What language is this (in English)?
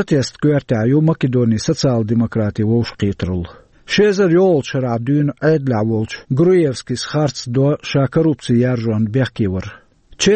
Chechen